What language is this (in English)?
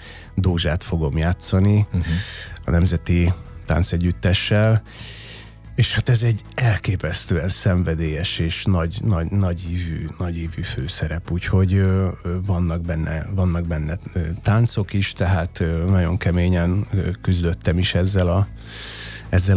Hungarian